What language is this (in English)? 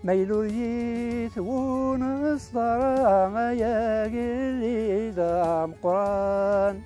Kabyle